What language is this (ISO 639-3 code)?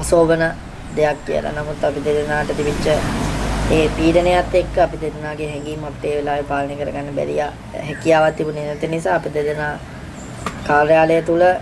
sin